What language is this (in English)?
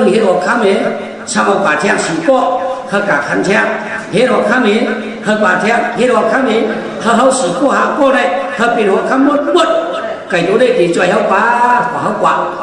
Shan